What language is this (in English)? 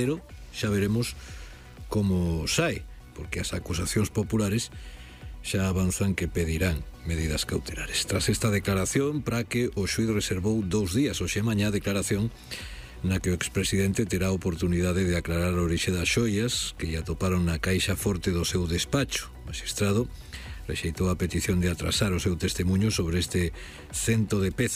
Galician